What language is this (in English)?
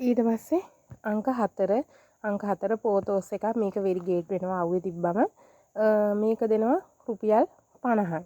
Sinhala